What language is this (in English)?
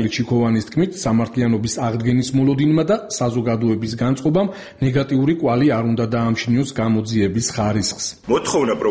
Georgian